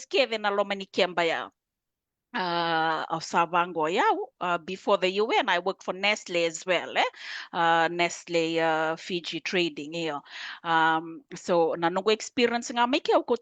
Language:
Fijian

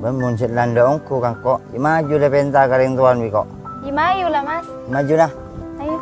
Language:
Madurese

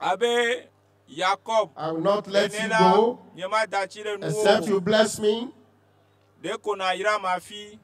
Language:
Ewe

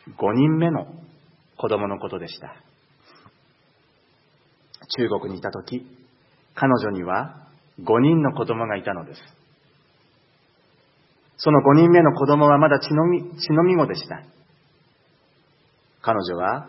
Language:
Japanese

